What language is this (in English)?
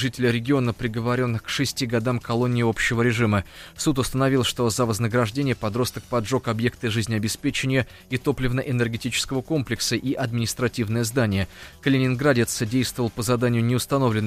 Russian